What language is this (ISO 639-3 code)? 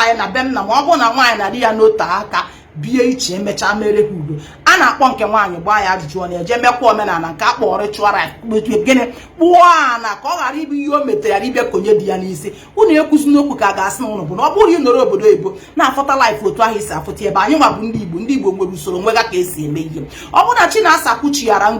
ibo